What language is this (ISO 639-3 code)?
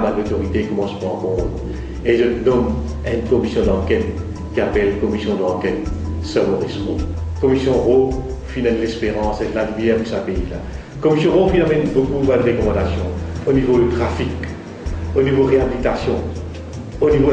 mfe